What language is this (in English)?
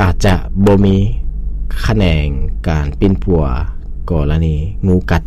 Lao